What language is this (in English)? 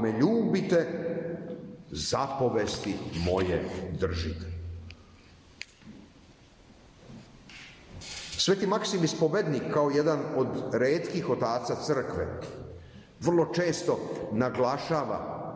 Serbian